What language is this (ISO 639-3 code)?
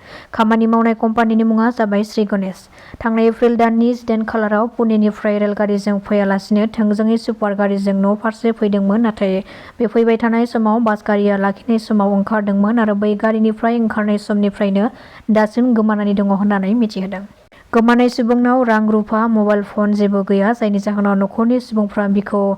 brx